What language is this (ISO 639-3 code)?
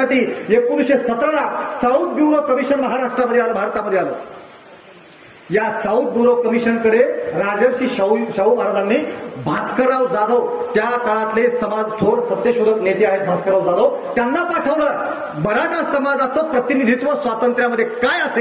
mar